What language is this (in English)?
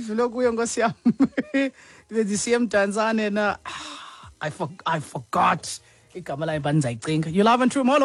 Xhosa